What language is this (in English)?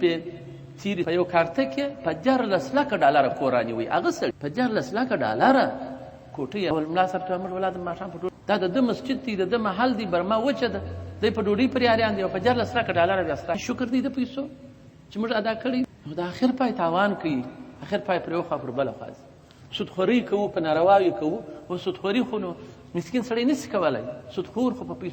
Pashto